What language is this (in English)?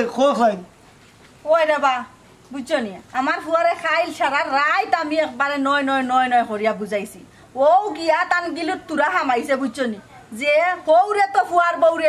Sylheti